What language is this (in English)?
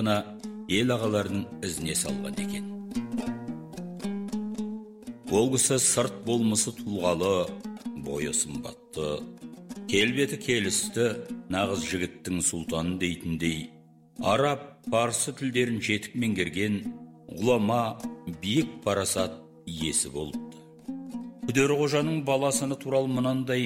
Kazakh